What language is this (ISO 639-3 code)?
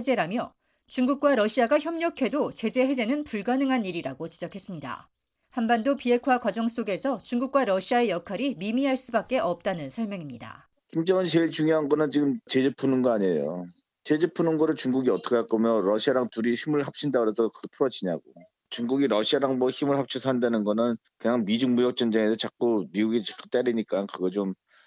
kor